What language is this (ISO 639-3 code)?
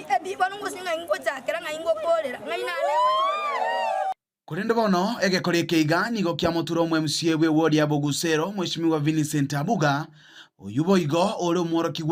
guz